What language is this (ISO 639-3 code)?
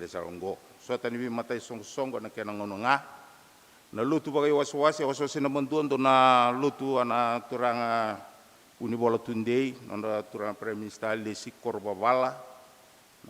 fij